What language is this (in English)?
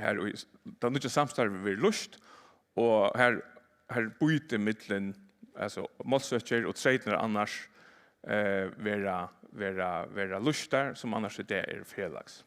Faroese